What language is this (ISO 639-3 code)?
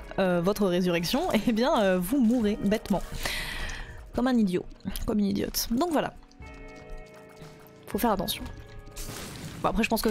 fra